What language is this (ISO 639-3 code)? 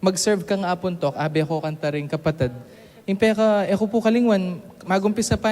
pam